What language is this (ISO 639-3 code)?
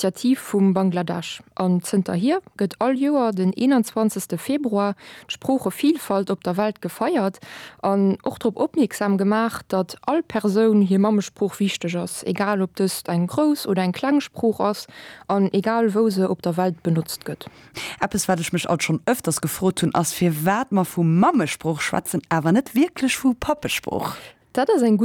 ltz